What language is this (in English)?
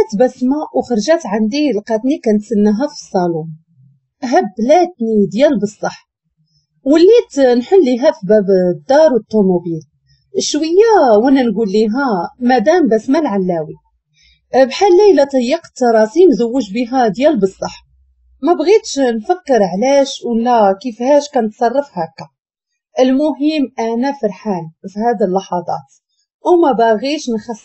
Moroccan Arabic